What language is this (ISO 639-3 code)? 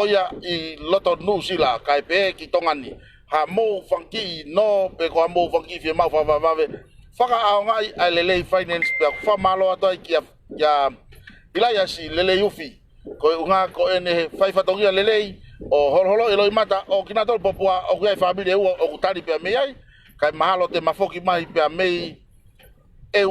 ton